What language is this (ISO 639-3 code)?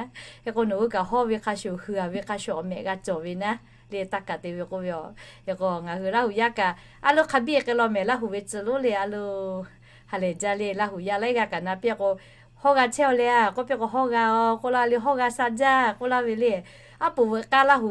lhu